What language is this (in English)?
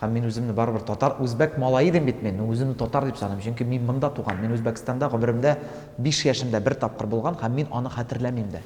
Tatar